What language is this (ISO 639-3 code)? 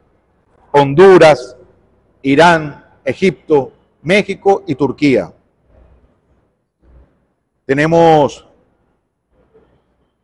spa